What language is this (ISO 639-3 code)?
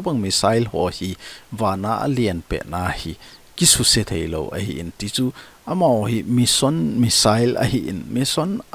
tcz